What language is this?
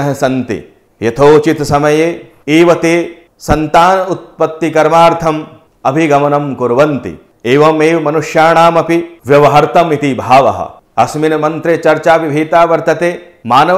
Sanskrit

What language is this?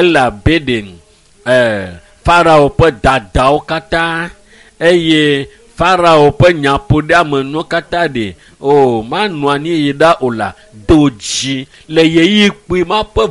Ewe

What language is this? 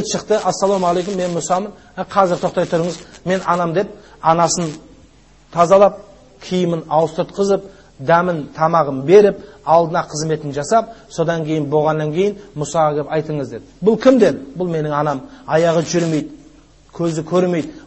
Kazakh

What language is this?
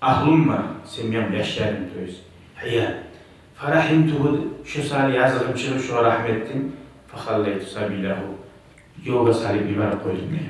Kumyk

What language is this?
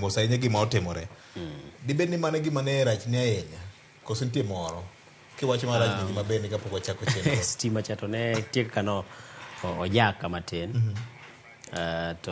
Luo (Kenya and Tanzania)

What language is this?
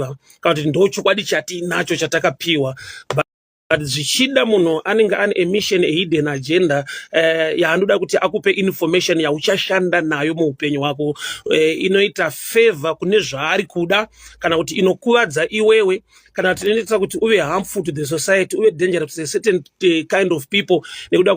Shona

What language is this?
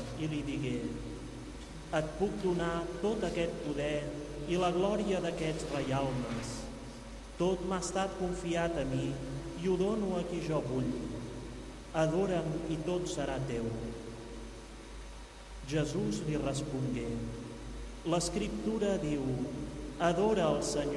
Catalan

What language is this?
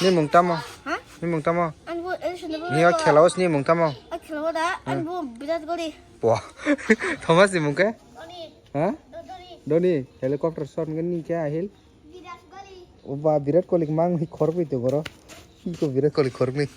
Kok Borok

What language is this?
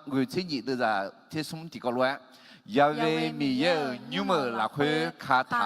Akha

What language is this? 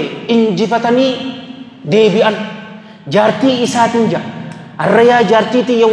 Oromo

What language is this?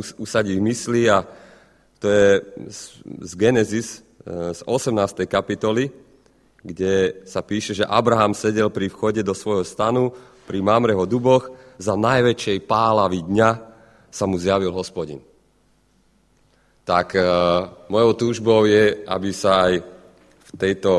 Slovak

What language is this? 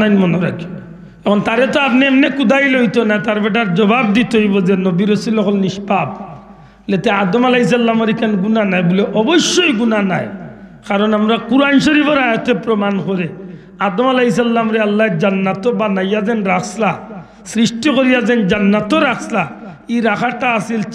Sylheti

